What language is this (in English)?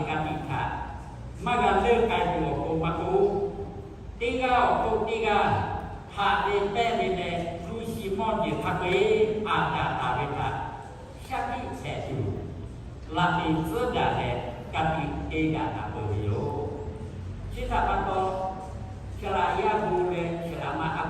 Lahu